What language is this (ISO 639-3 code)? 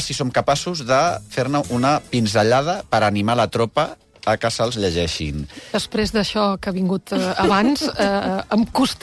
cat